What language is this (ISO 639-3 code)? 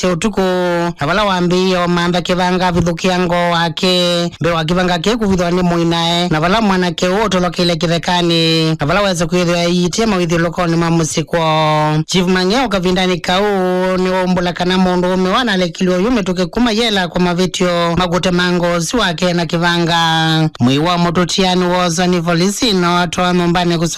kam